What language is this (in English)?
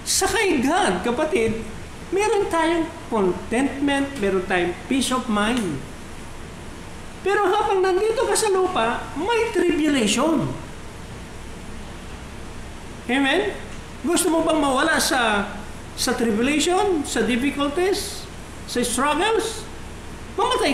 Filipino